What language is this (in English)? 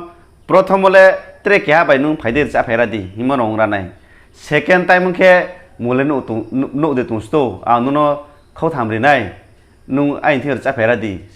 Riang (India)